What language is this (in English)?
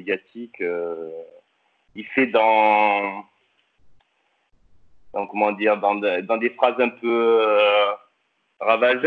French